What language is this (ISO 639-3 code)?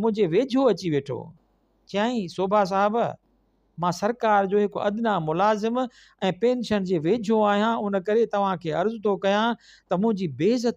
snd